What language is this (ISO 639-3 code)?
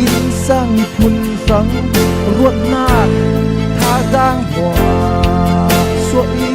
cfm